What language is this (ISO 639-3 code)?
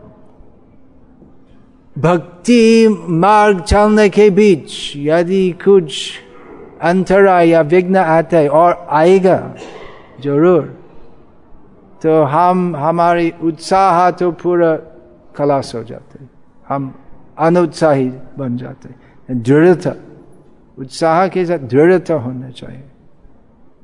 hin